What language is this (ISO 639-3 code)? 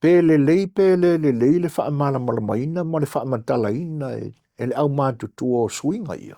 smo